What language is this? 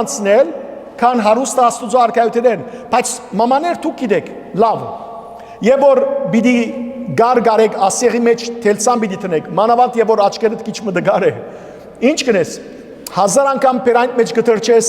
Western Armenian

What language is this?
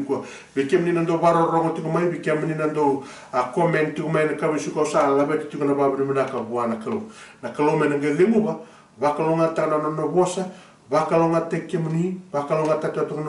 Fijian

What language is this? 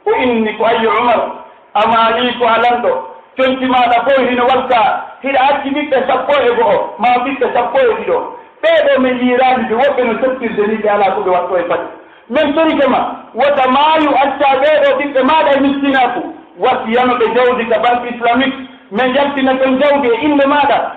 Pular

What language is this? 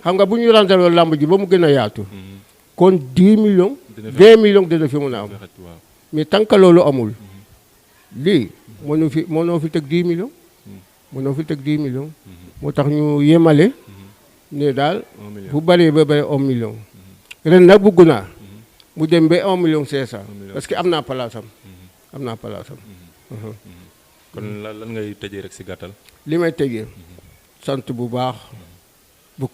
Wolof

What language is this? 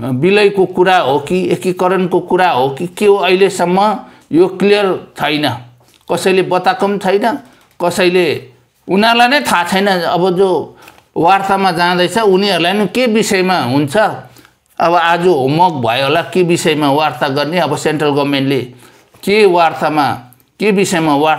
Nepali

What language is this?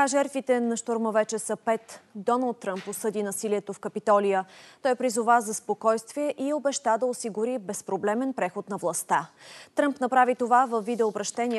Bulgarian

